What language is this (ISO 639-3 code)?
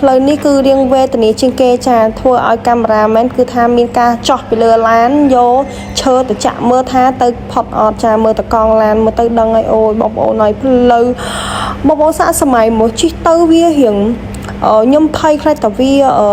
khm